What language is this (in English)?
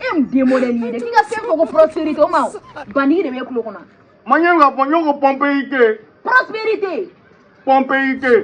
Bambara